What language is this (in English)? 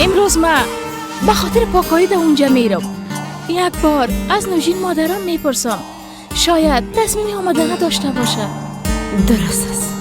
Persian